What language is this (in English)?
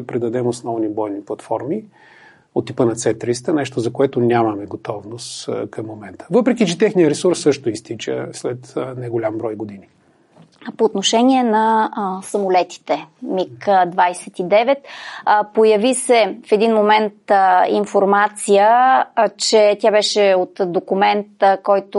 Bulgarian